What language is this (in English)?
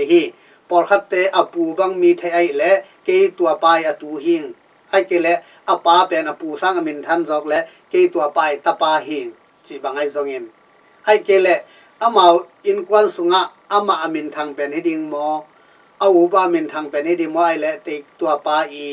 Tedim Chin